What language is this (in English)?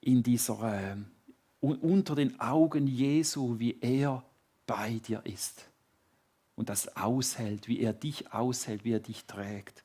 Swiss German